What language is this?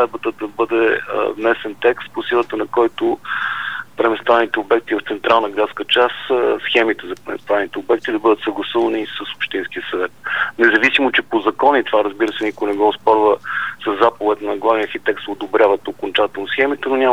Bulgarian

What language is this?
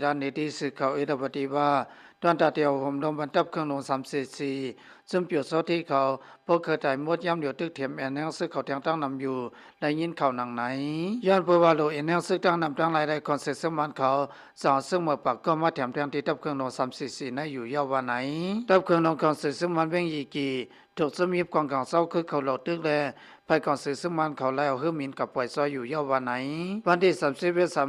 Shan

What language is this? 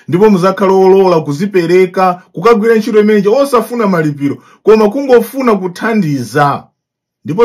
Nyanja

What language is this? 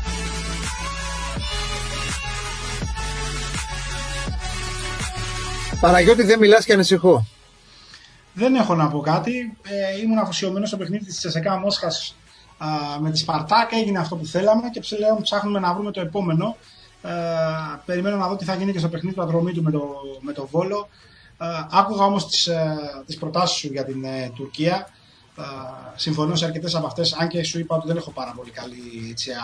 Greek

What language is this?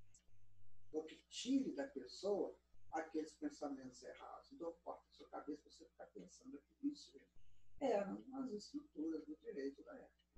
Portuguese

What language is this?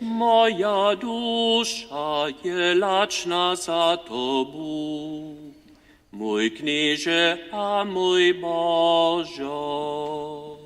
Upper Sorbian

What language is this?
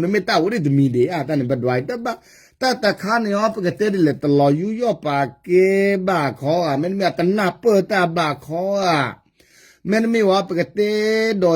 S'gaw Karen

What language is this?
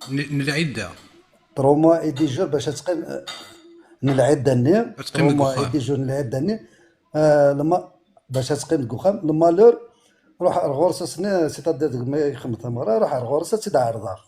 Kabyle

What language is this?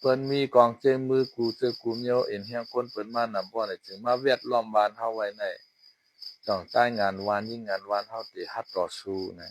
Shan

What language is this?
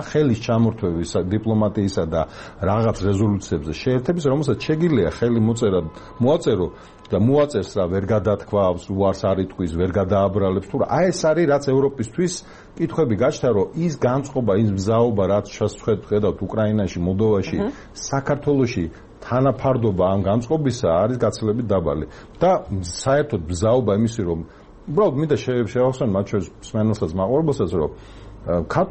Georgian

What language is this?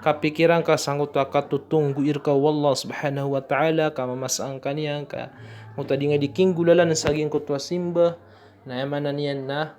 Maranao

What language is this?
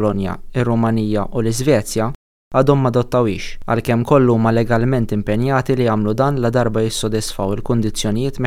Maltese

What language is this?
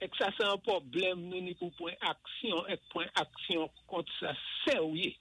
Saint Lucian Creole French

